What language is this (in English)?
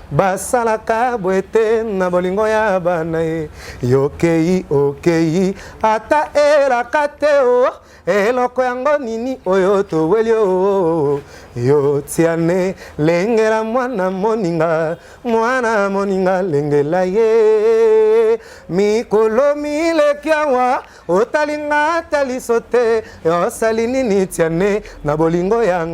Lingala